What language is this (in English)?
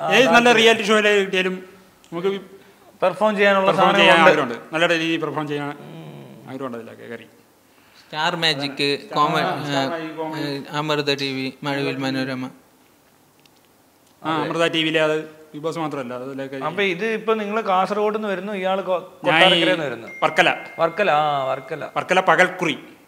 Malayalam